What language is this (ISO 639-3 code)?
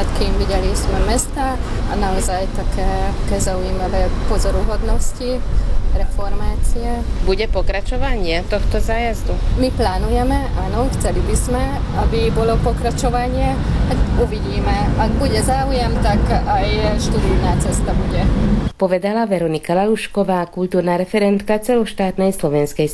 slk